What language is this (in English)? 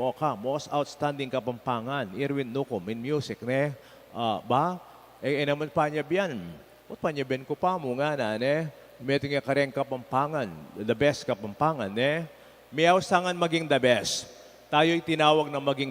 Pampanga